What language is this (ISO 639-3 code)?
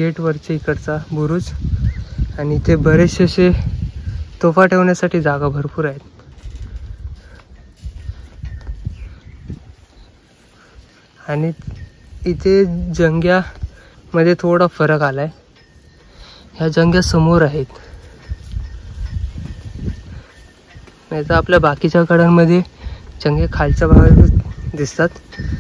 mar